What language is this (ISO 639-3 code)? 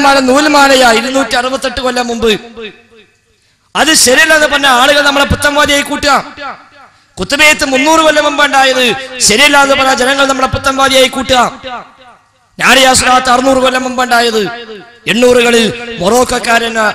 mal